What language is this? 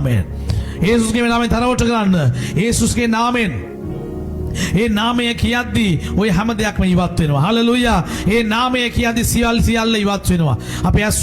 Sinhala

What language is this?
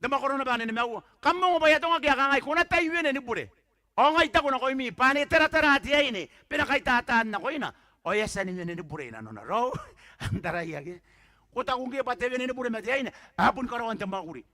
Gilbertese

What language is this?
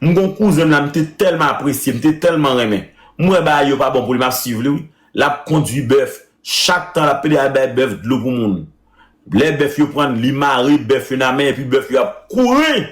Haitian Creole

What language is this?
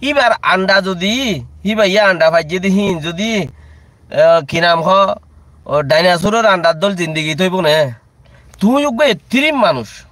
Rohingya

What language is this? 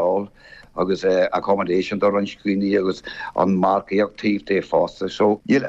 Irish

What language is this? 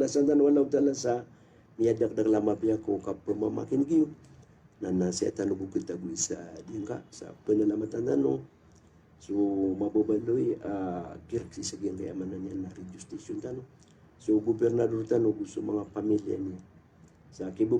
Maranao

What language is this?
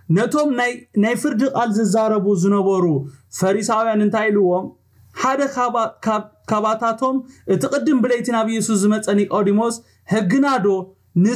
Tigrinya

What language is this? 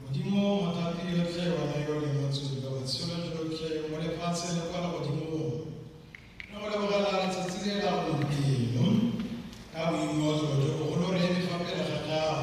Tswana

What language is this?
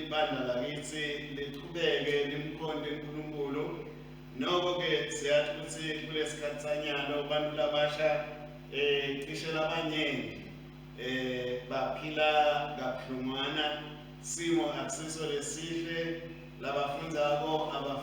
Swati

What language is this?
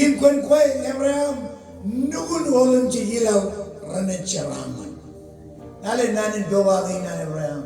Marshallese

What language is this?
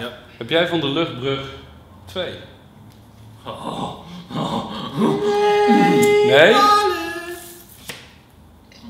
Dutch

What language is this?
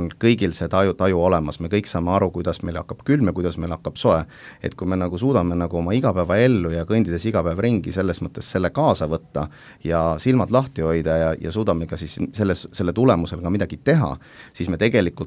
Estonian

